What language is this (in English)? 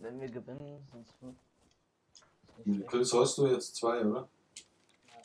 Bavarian